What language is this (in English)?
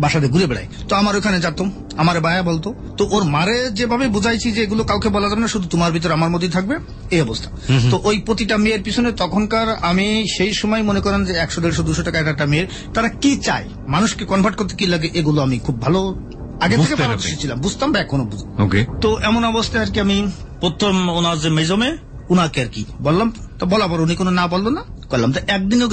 Bangla